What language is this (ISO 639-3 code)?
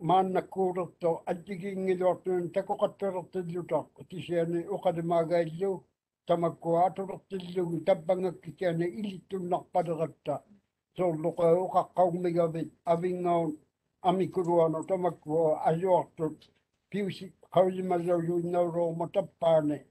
mri